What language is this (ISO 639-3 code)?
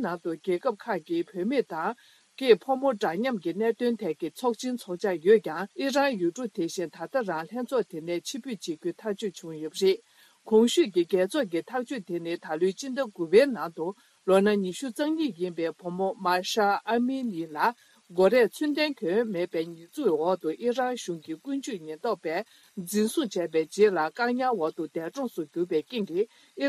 bod